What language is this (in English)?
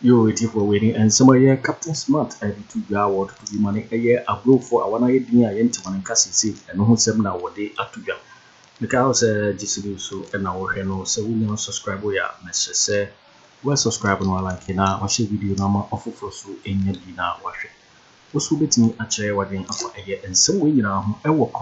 Akan